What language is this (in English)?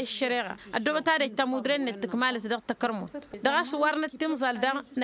Tamasheq